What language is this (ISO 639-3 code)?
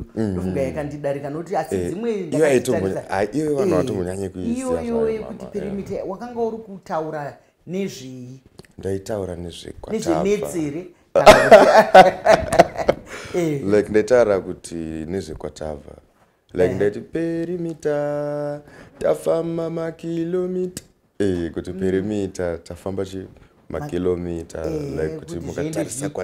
sna